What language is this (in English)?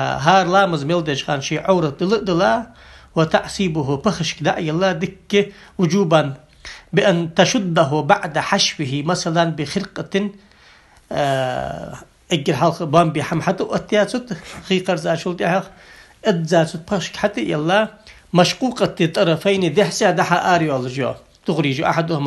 Ingush